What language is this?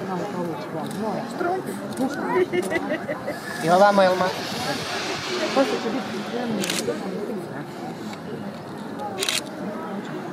Bosnian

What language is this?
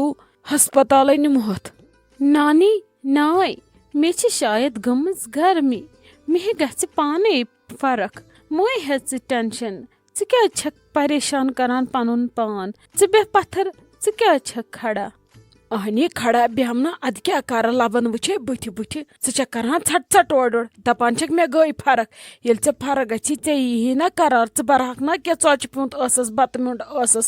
Kashmiri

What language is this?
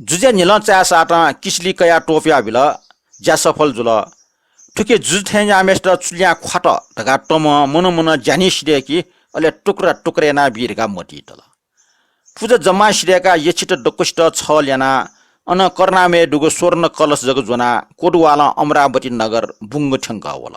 Newari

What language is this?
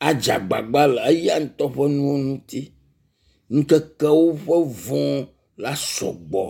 Ewe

